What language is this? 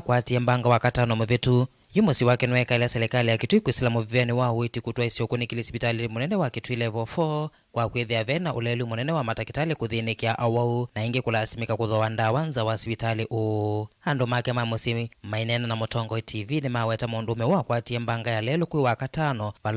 Kamba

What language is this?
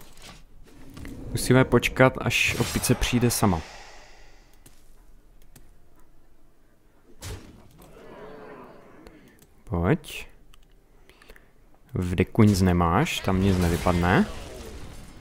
Czech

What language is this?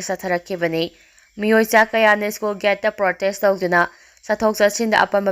Manipuri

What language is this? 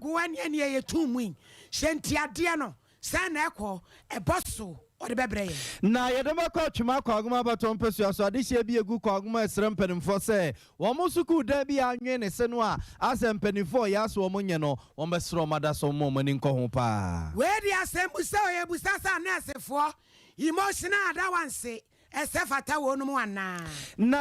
Akan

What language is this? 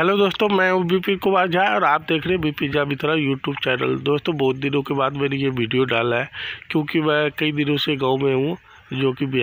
Hindi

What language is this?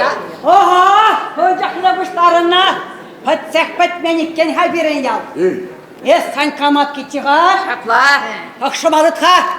Chuvash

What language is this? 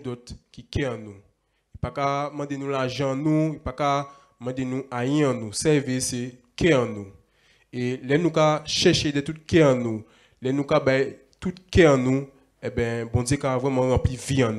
Guadeloupean Creole French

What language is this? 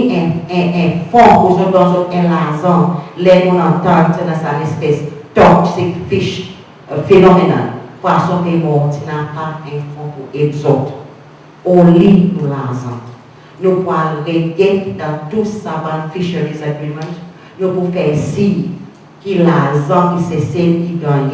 Seselwa Creole French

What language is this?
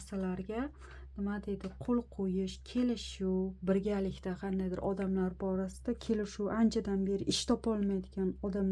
Uzbek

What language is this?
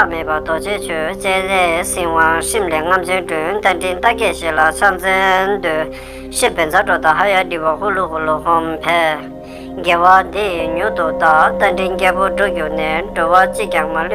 Tibetan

